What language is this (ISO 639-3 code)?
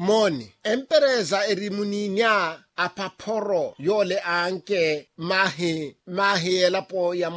vmw